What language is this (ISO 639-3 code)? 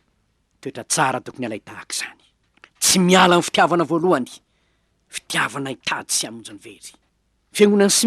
mlg